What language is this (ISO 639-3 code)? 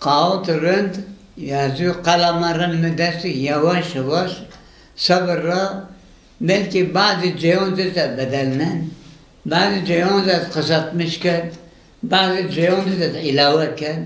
zza